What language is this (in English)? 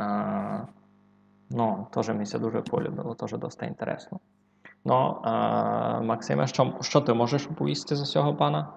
Rusyn